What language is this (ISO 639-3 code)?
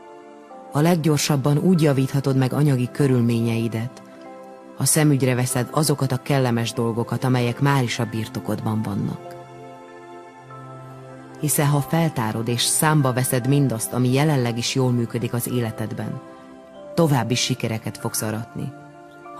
hun